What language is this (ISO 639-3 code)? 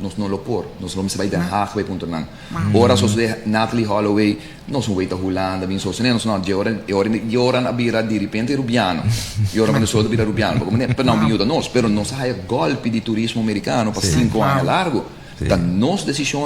pap